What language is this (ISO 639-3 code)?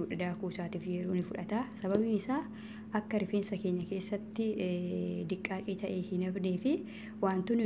orm